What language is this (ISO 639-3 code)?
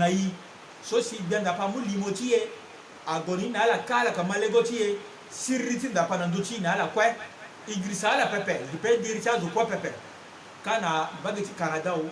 sag